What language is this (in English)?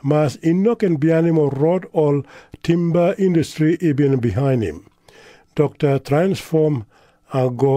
Tok Pisin